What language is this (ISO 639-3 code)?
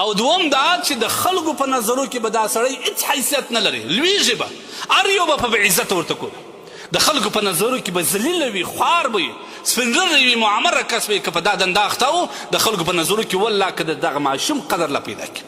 pus